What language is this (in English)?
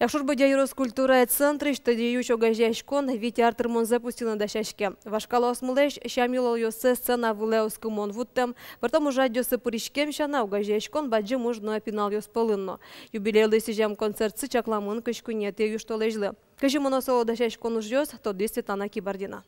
Udmurt